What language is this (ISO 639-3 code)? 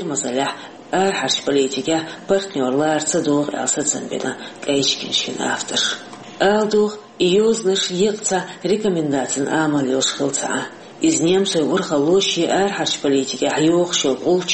che